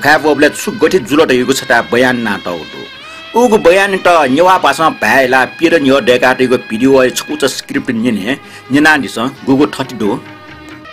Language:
Newari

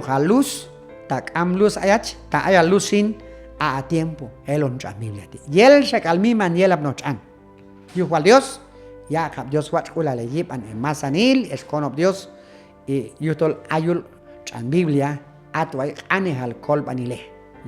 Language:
Q'anjob'al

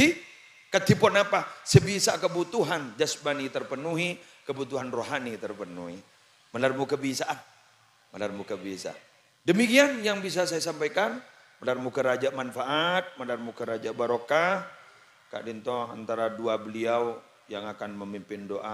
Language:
Madurese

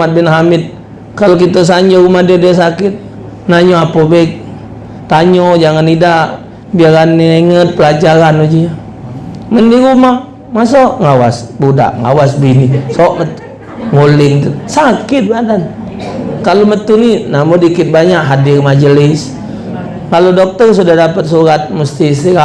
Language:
Musi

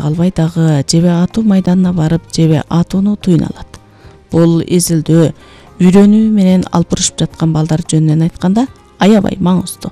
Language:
Kyrgyz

